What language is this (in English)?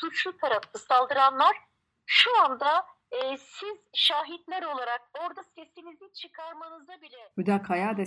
Kurdish